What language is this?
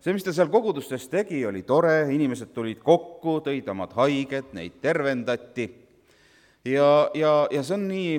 Estonian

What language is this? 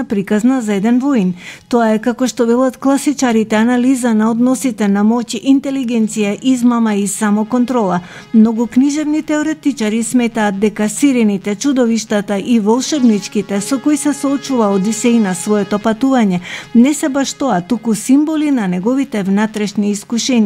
Macedonian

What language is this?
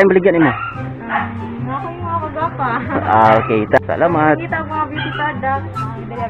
Cebuano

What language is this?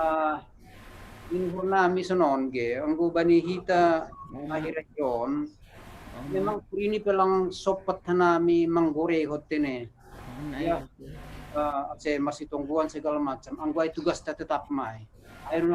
Batak Simalungun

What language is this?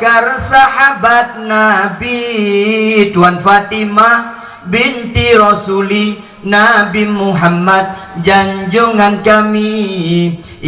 Achinese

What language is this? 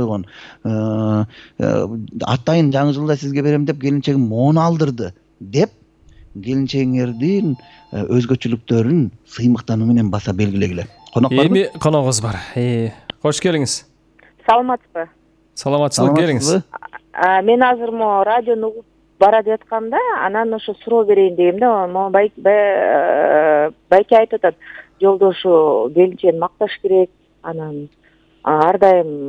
Kyrgyz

